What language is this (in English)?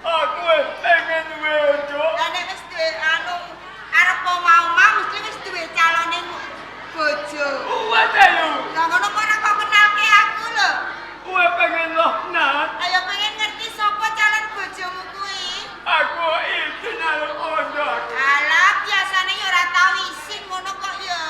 Javanese